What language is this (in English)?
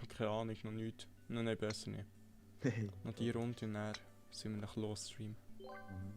Swiss German